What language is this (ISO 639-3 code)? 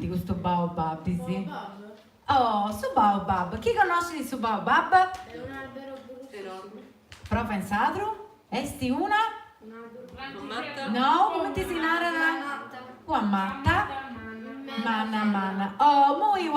srd